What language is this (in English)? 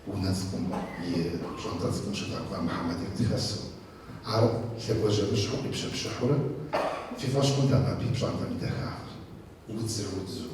Kabardian